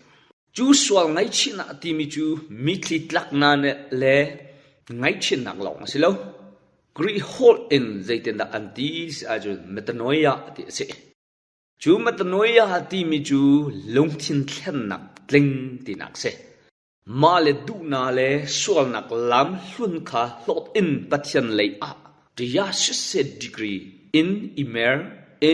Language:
Hakha Chin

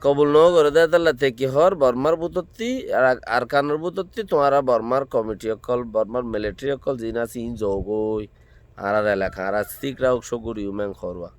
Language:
Rohingya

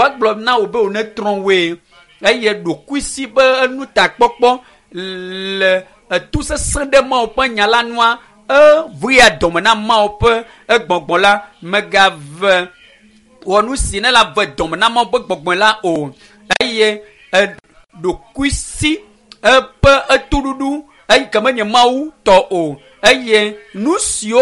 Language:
Ewe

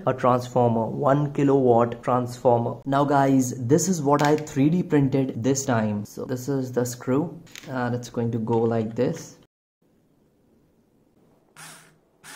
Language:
English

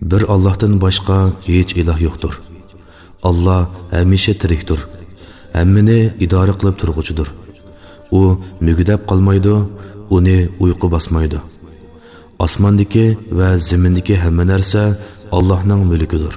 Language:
Uyghur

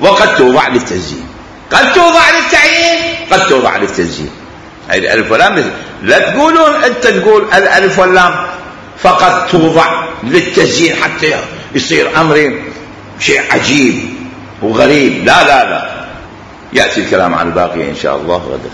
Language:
Mesopotamian Arabic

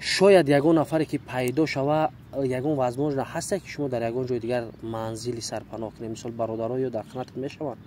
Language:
Tajik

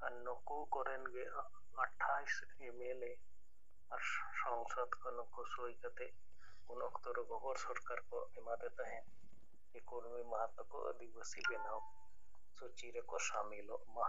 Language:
Santali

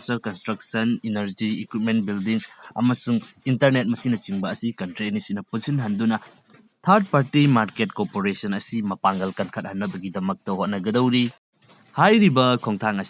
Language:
Manipuri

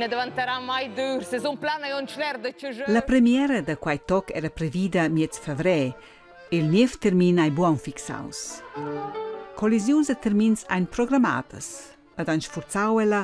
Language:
Romansh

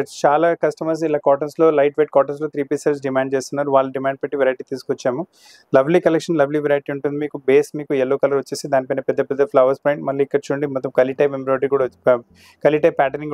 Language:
Telugu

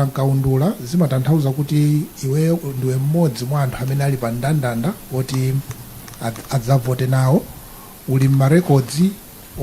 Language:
Nyanja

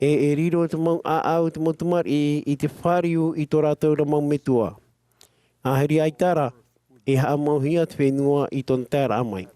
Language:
Tahitian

